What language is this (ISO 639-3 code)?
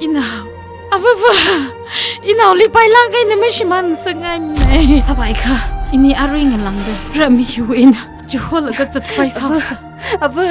nmf